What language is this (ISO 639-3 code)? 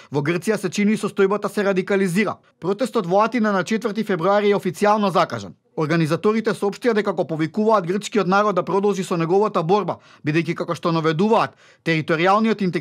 mkd